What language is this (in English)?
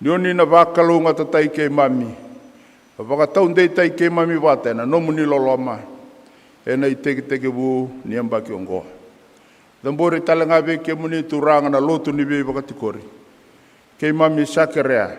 Fijian